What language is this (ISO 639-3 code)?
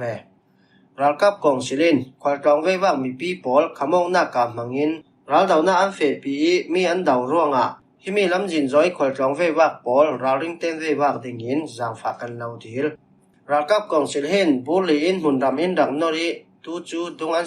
cfm